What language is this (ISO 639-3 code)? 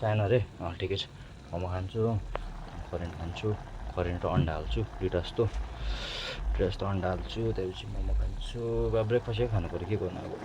nep